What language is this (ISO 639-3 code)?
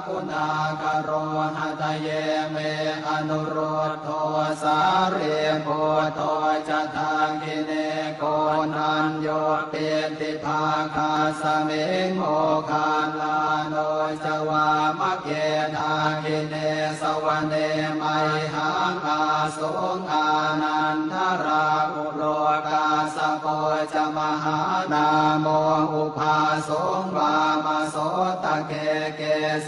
pli